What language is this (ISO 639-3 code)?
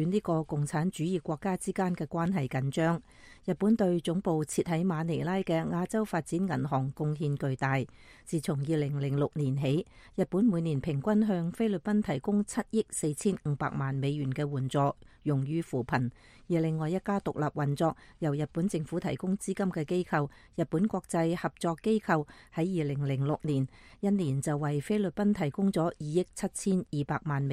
yue